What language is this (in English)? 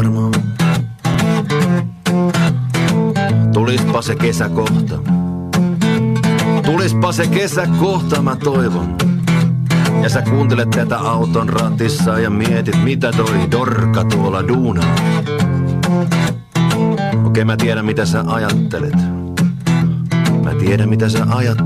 Finnish